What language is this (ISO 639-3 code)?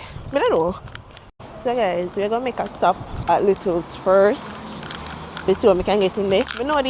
jam